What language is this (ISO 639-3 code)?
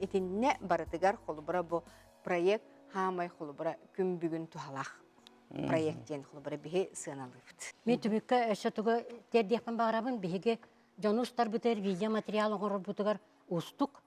sah